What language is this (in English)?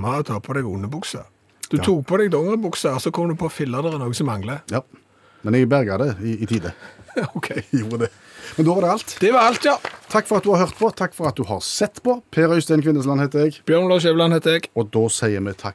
Norwegian